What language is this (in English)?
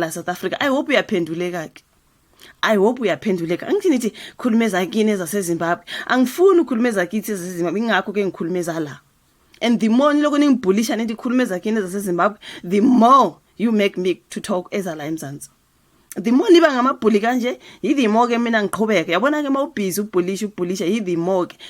Zulu